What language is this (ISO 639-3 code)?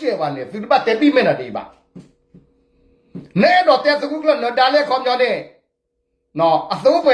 ksw